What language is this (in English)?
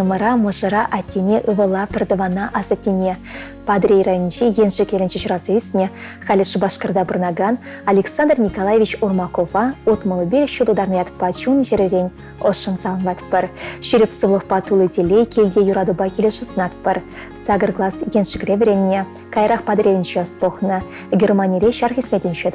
Chuvash